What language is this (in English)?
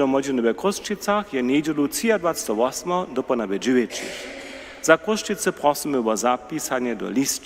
Upper Sorbian